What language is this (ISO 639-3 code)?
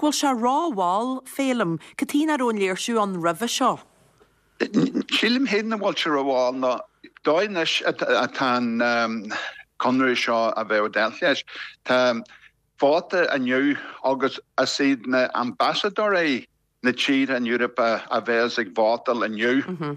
gle